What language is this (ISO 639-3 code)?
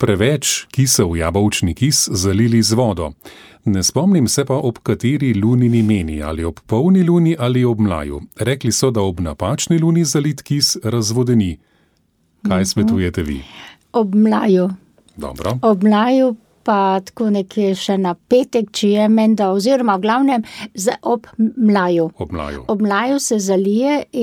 slv